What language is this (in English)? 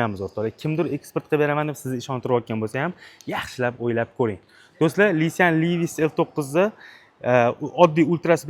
Uzbek